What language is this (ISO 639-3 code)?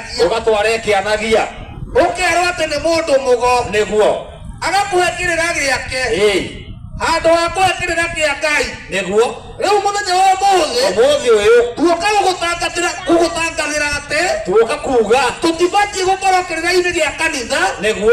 kik